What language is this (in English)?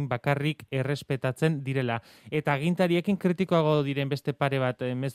Basque